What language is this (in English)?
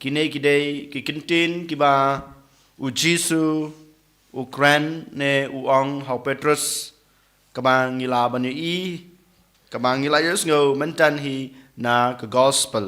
Khasi